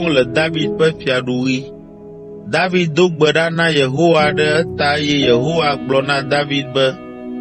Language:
Ewe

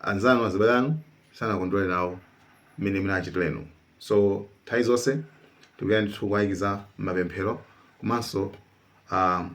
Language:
Nyanja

